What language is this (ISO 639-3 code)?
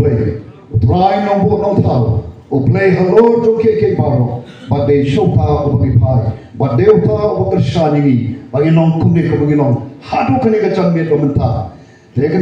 kha